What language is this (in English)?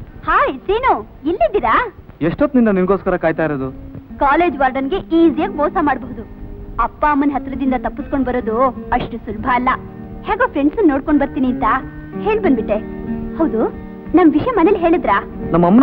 Kannada